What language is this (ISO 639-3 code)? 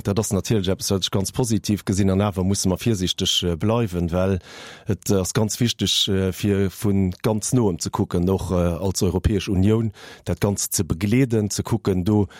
ltz